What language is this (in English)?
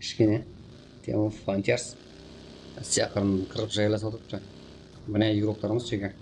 Kara-Kalpak